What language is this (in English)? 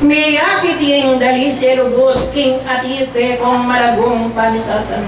Pampanga